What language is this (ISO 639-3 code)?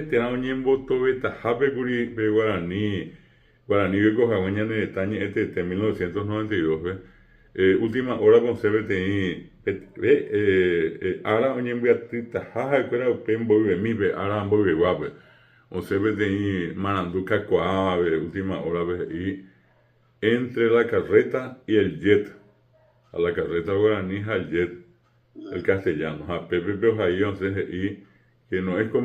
grn